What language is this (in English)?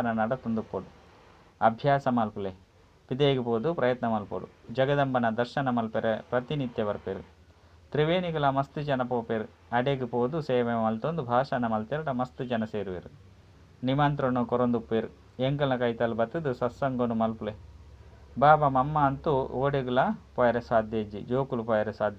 Tulu